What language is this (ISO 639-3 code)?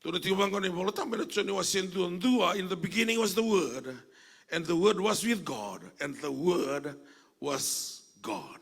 fij